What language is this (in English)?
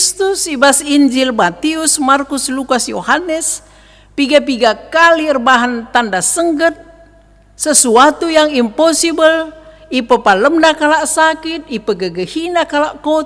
Batak Karo